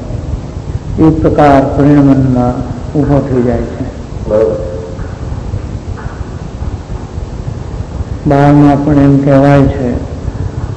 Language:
Gujarati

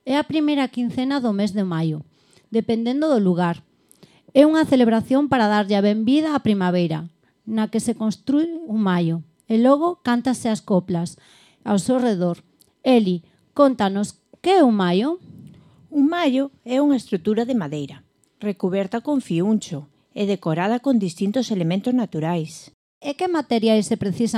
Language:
Galician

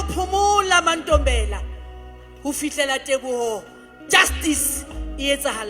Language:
Southern Sotho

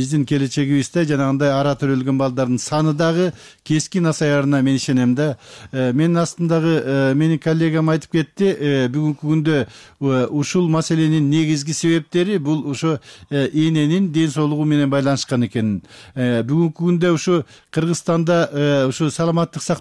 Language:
Kyrgyz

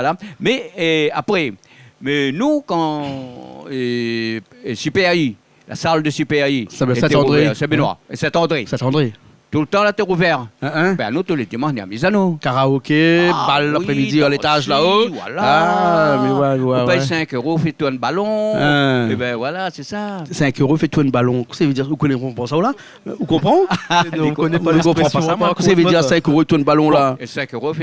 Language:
Réunion Creole French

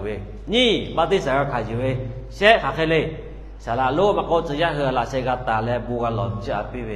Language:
Lahu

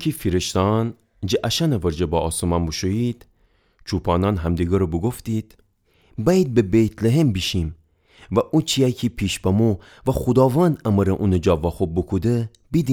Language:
Gilaki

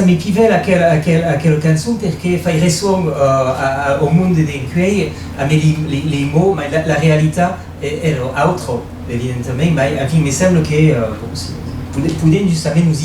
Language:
Occitan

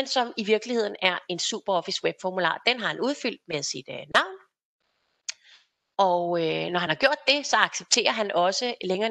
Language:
Danish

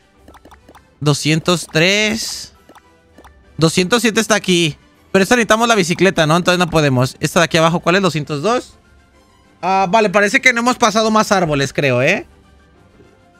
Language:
Spanish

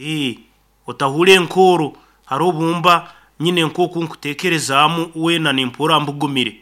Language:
Nyoro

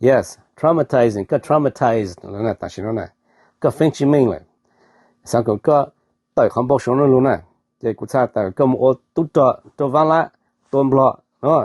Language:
Hmong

